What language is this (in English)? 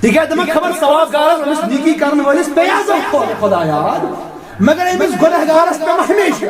Kashmiri